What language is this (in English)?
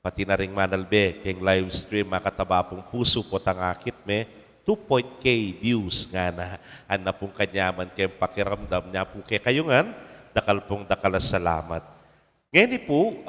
Pampanga